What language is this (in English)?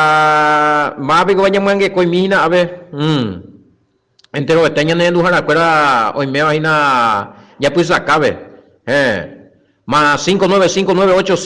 Guarani